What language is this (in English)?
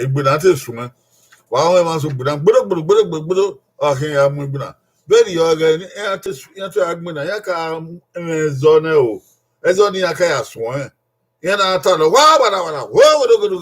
Bini